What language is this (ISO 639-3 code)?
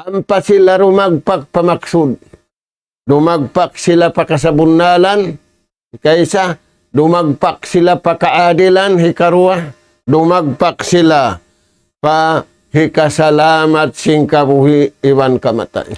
tsg